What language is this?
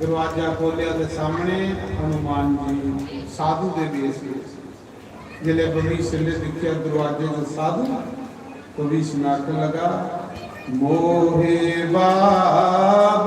Dogri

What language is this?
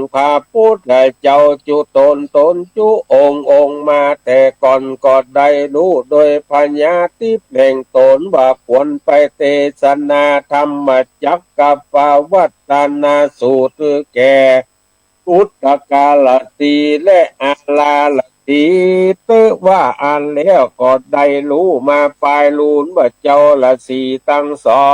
Northern Thai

